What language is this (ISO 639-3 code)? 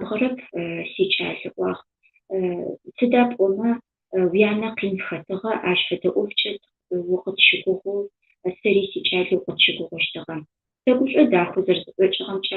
ady